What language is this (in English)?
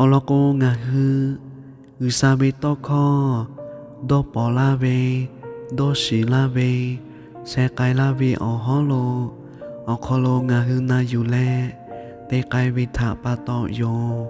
Lahu